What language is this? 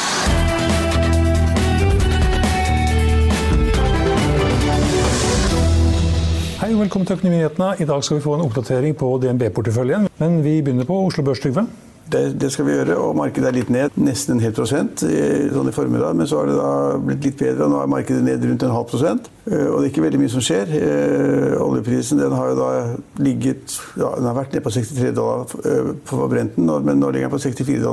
Norwegian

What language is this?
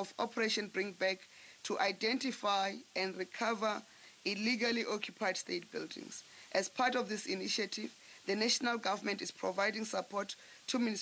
English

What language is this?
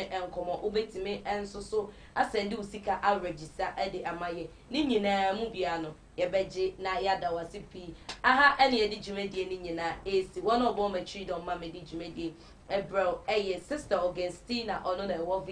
Akan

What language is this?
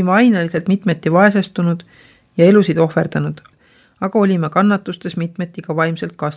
Estonian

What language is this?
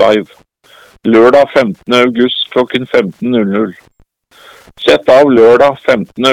Norwegian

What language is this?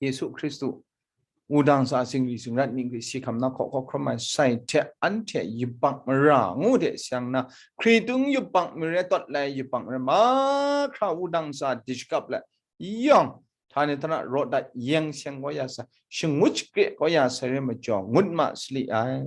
Kachin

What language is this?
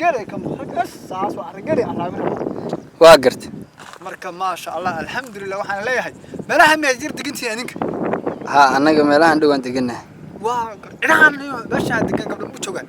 Somali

